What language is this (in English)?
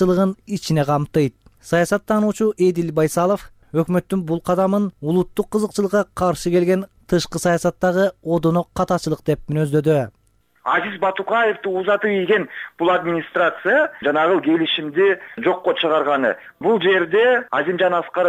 Kyrgyz